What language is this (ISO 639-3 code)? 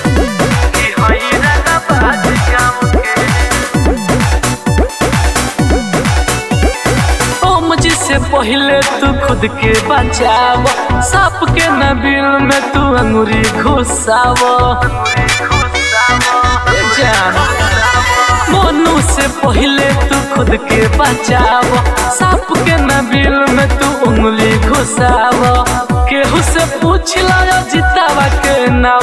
bho